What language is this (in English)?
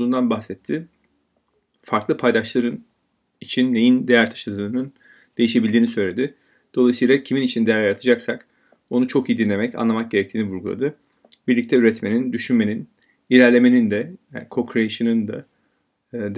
Turkish